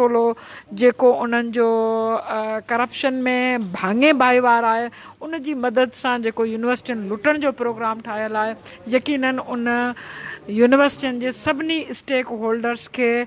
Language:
Sindhi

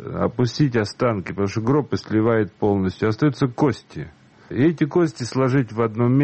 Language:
Russian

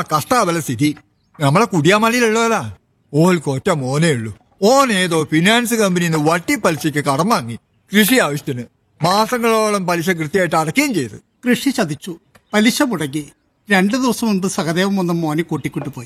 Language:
Malayalam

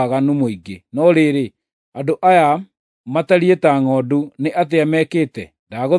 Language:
Kikuyu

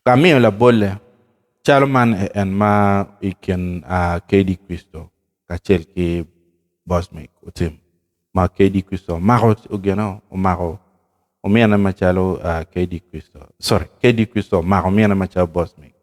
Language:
Acoli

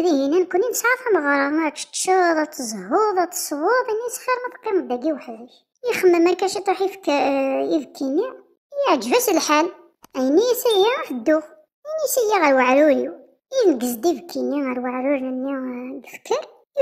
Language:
Kabyle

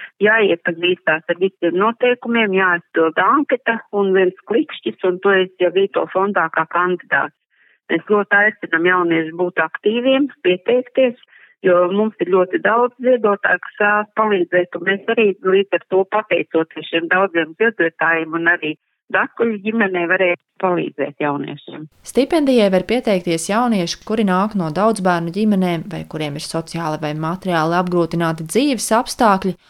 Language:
Latvian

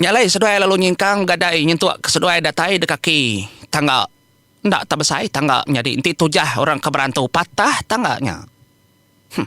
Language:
Iban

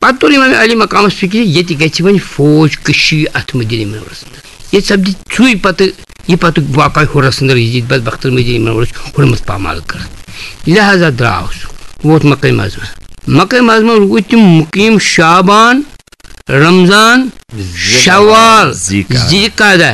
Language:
Kashmiri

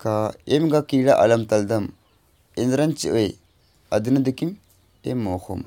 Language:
Kurukh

